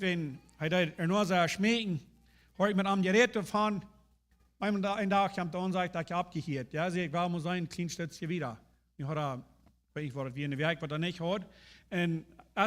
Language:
Plautdietsch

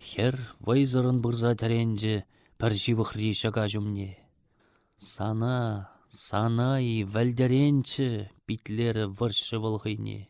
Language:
Chuvash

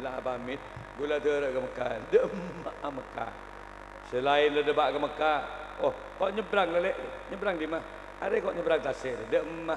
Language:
Madurese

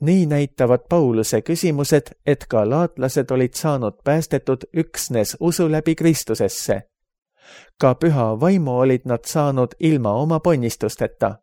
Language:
Estonian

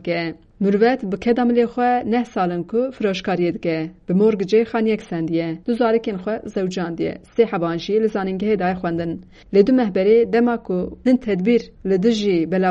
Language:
Kurdish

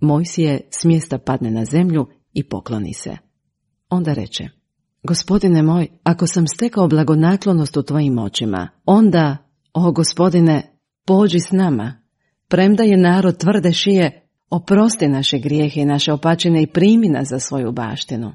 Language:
Croatian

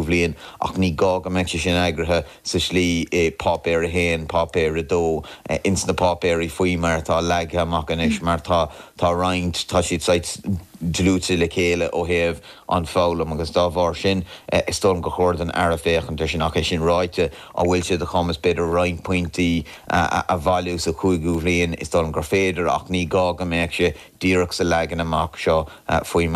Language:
Irish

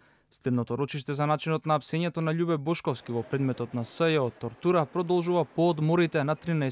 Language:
Macedonian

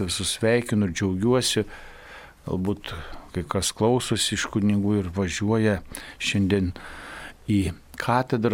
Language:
Lithuanian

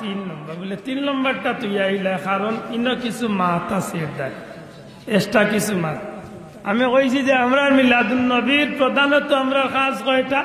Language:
Sylheti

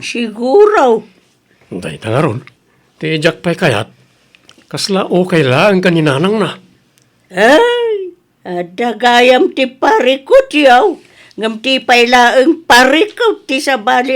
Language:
Iloko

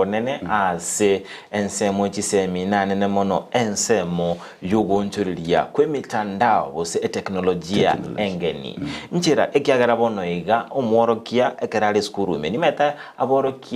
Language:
Gusii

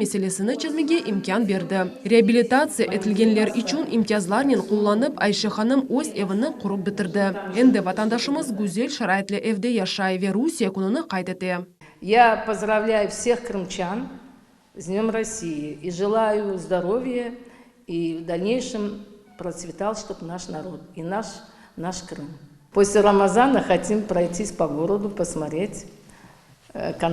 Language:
Crimean Tatar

